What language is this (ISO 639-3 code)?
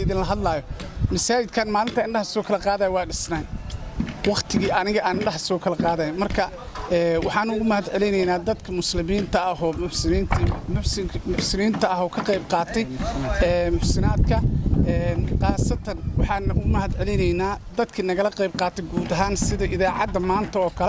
som